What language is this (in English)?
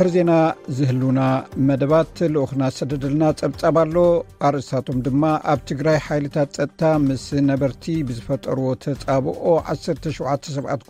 Tigrinya